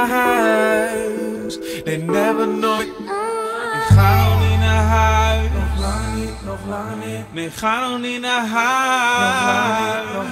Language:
Dutch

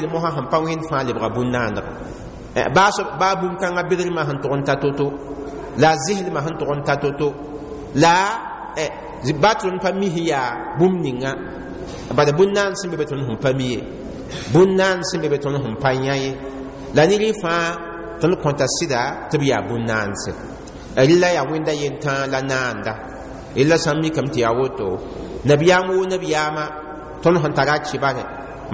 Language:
Mossi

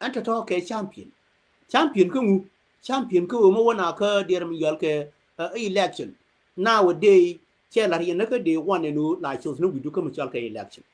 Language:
Nuer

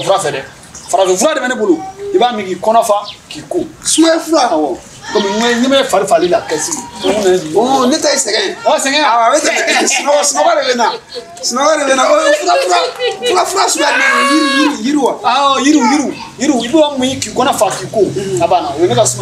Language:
Bambara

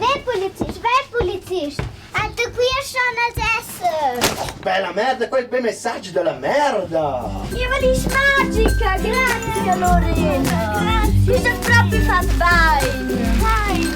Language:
Romansh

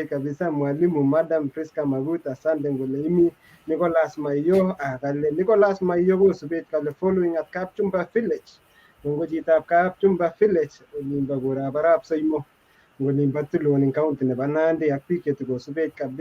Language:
Kalenjin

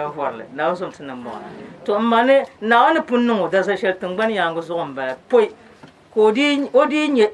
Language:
Dagbani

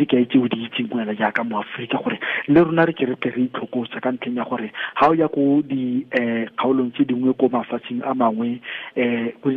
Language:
Tswana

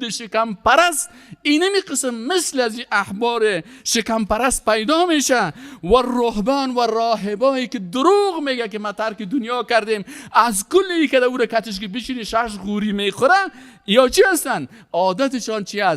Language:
Persian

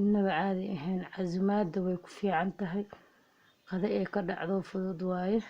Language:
Somali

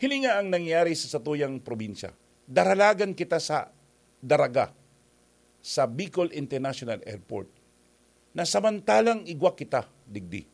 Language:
Bikol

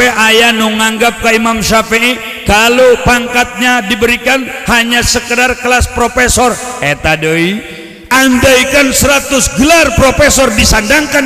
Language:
Sundanese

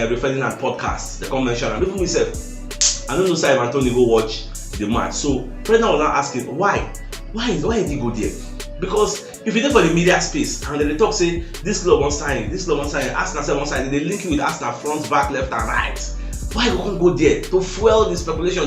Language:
Nigerian Pidgin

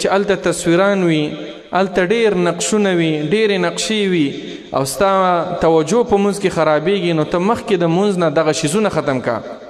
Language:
Pashto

